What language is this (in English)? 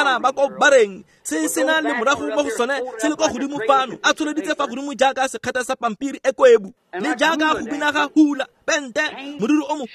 Tswana